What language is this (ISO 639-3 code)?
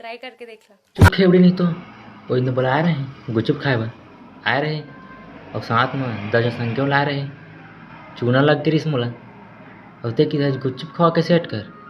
hne